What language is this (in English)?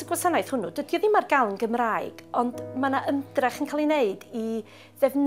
Welsh